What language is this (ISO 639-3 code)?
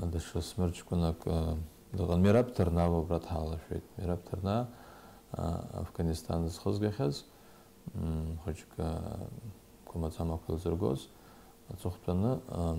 abk